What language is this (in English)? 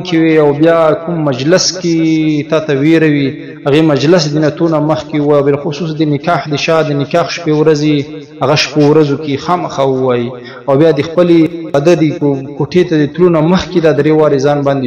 Pashto